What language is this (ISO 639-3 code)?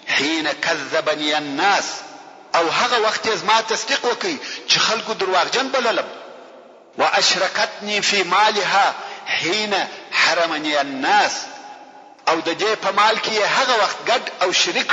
pus